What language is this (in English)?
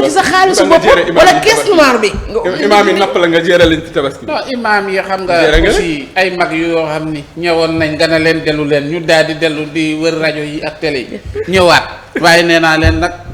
Wolof